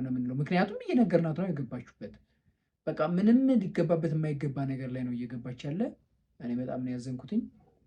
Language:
Amharic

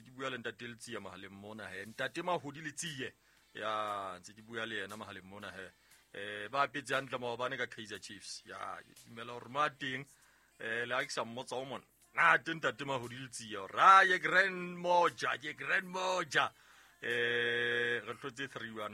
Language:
Southern Sotho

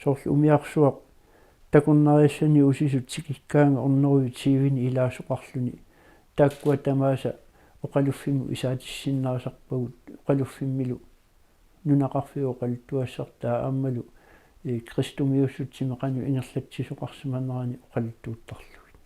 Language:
Kalaallisut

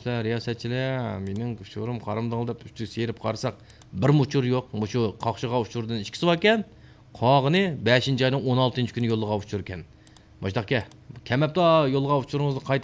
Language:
Uyghur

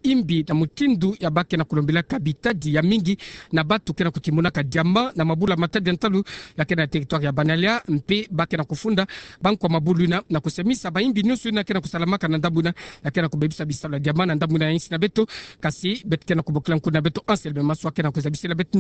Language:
Kituba (Democratic Republic of Congo)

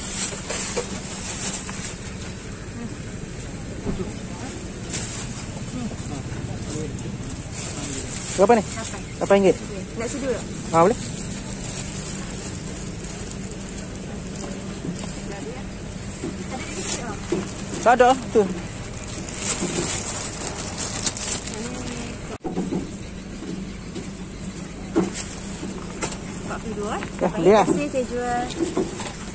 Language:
Malay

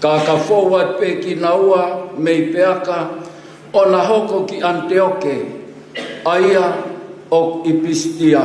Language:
Tongan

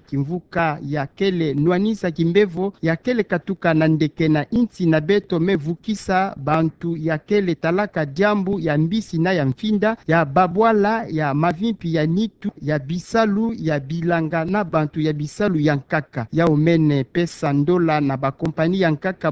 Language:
Kituba (Democratic Republic of Congo)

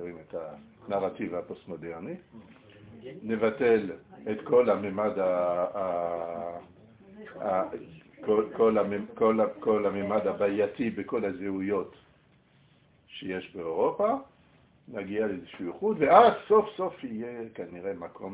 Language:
Hebrew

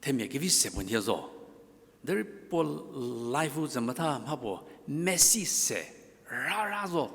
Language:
Angami Naga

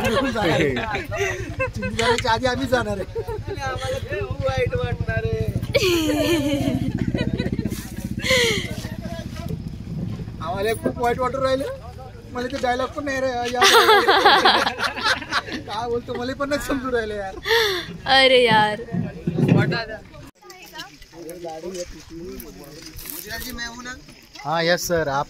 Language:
Marathi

